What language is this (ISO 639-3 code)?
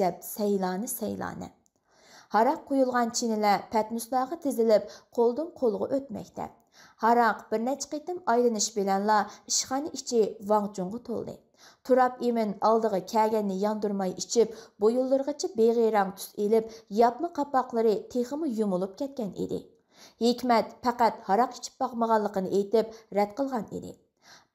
uig